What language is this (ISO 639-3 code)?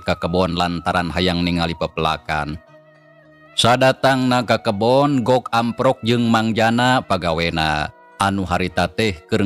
sun